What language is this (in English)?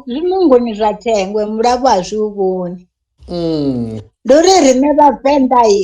Venda